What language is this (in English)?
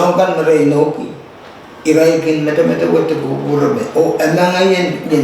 Pohnpeian